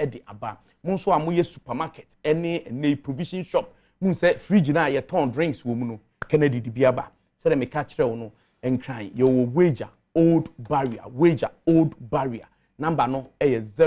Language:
Akan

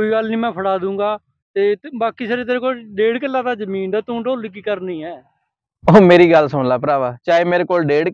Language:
Punjabi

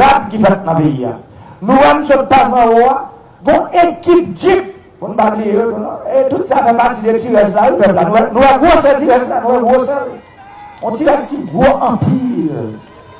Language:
Haitian Creole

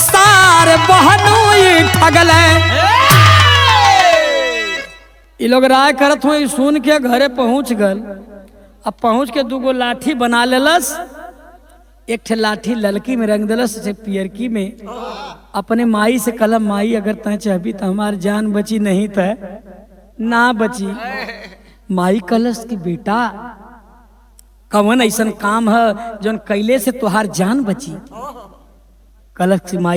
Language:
Bhojpuri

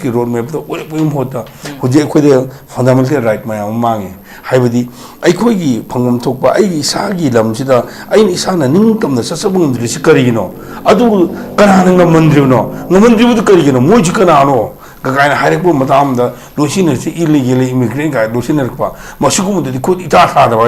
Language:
Manipuri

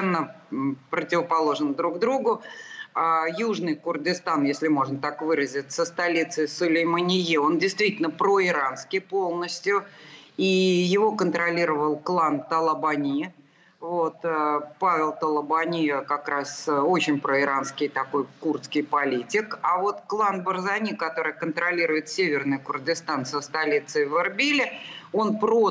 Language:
Russian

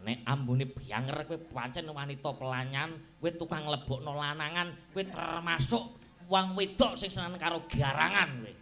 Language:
Javanese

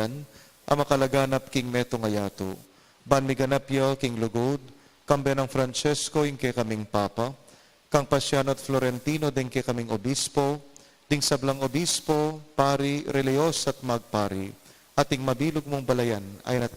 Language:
Pampanga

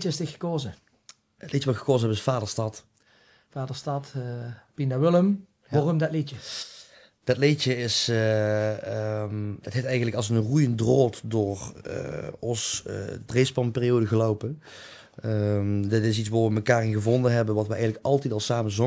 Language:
Limburgish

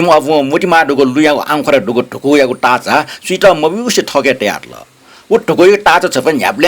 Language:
Newari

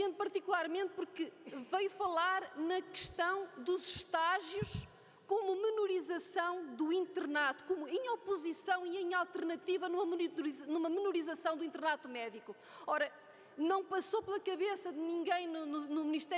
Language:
Portuguese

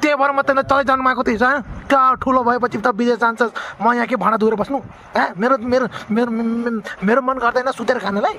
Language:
Nepali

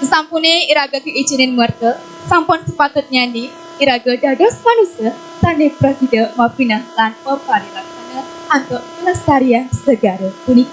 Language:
Balinese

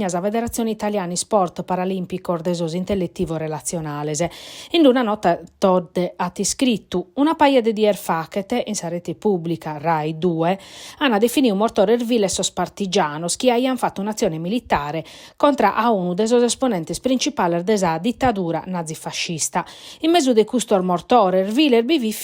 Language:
Sardinian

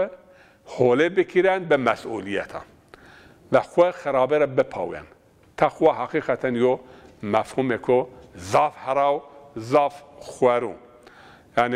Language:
Zaza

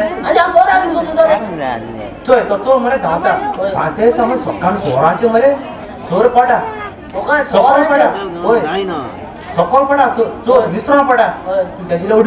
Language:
Konkani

